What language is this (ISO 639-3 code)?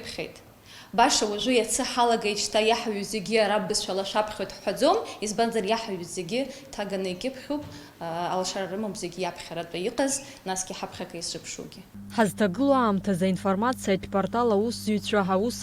abk